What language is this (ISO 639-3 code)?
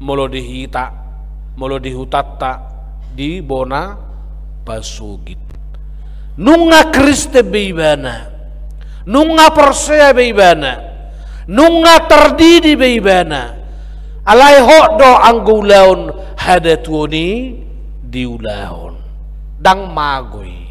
bbc